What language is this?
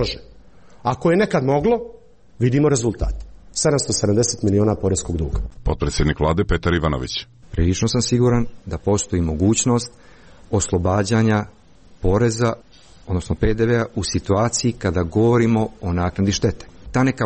Serbian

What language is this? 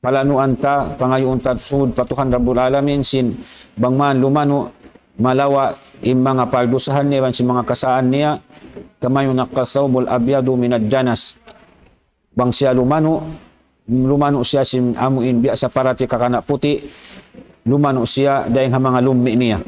Tausug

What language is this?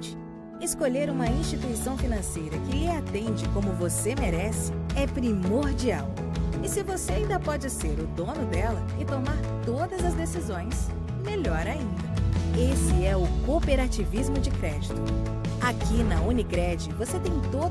Portuguese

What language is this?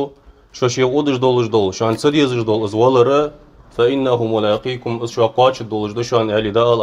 Ingush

